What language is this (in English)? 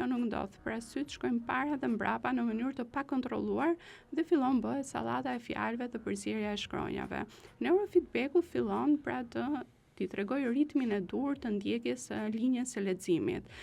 Albanian